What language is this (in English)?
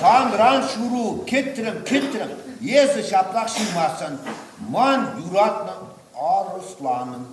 Chuvash